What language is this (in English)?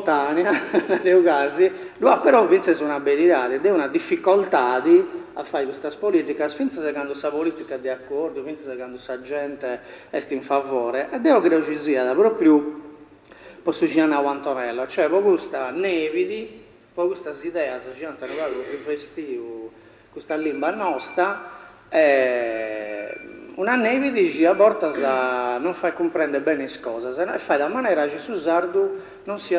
Sardinian